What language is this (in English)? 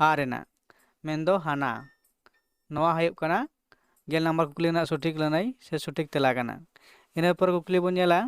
Santali